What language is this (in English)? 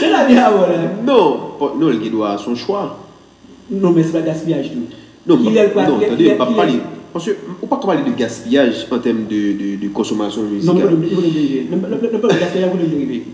Haitian Creole